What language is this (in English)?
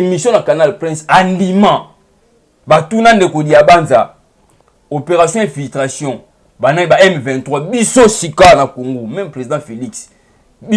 Lingala